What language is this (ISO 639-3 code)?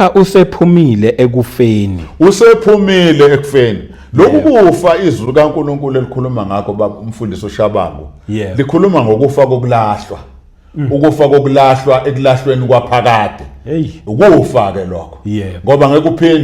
zul